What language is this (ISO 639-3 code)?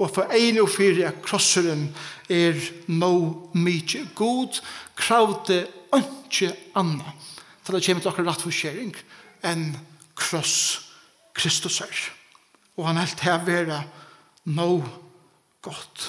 fao